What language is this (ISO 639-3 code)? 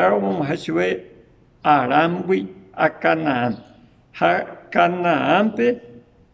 grn